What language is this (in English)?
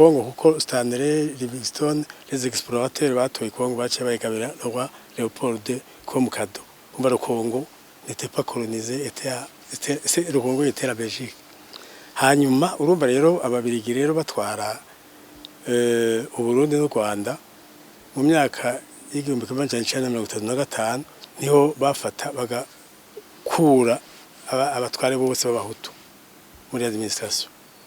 Rundi